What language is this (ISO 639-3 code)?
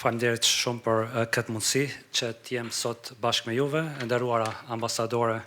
sqi